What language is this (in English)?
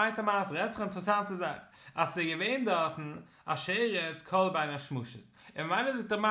Yiddish